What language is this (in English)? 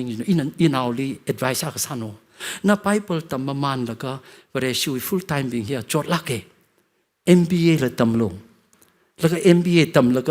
Tangkhul Naga (India)